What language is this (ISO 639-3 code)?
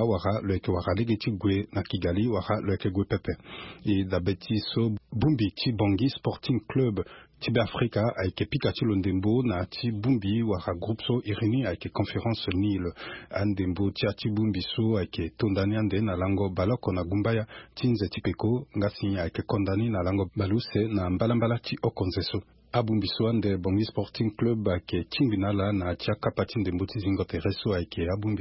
sag